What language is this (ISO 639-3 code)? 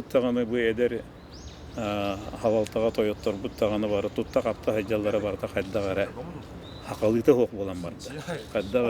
sah